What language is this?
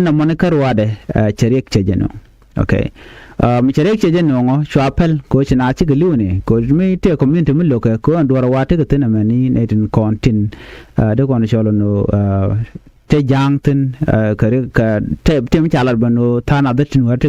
Nuer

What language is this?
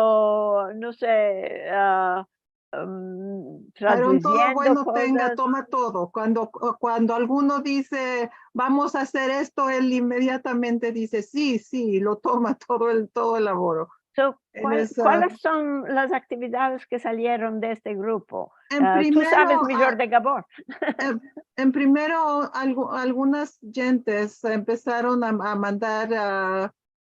Ladino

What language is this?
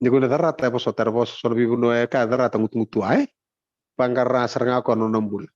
Fijian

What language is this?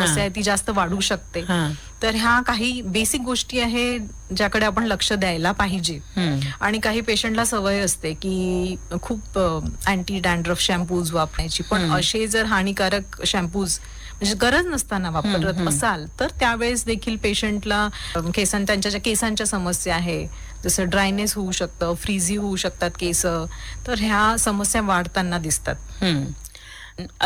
Marathi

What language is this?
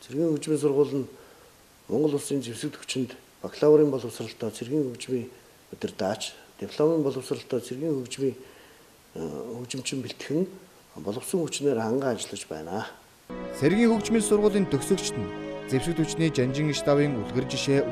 Mongolian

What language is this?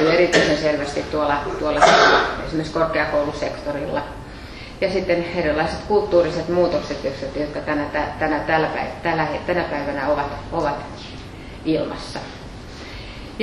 Finnish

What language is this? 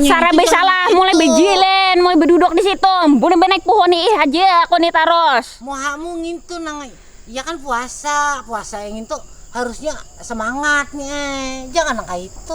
Banjar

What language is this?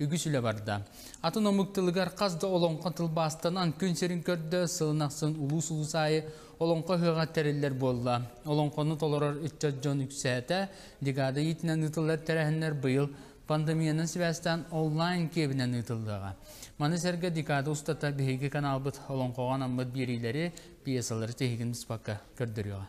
Yakut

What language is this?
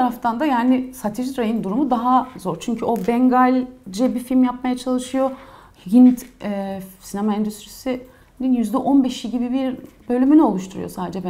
Turkish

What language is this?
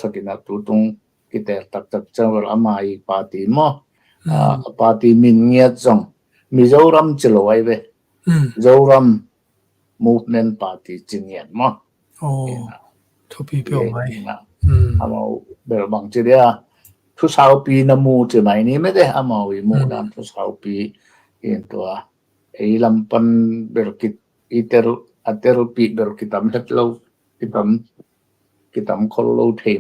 Tedim Chin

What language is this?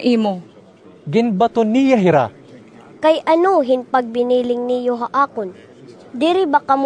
Waray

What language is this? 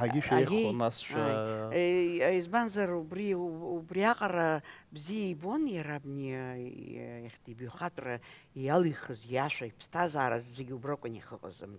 Abkhazian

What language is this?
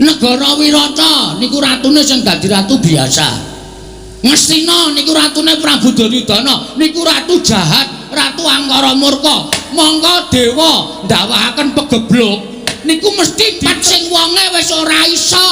Javanese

